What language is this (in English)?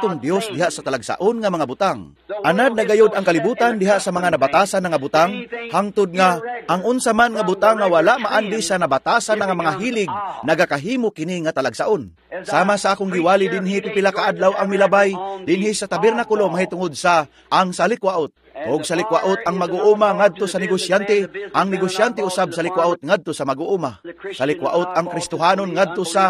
Cebuano